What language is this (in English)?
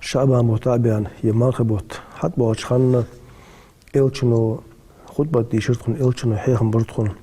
Ingush